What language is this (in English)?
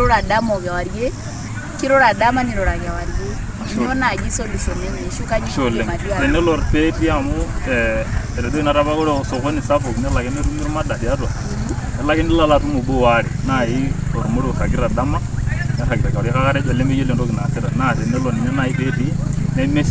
Masai